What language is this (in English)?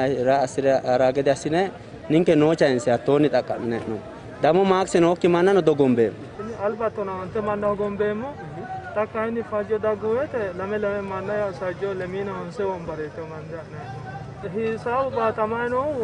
Sidamo